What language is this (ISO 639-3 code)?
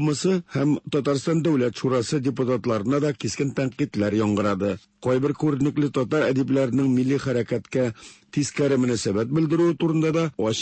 tat